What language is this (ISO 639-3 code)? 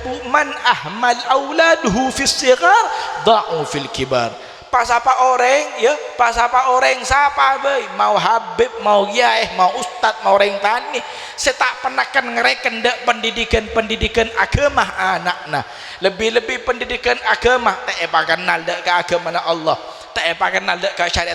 mad